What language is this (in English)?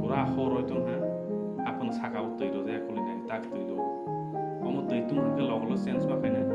Kok Borok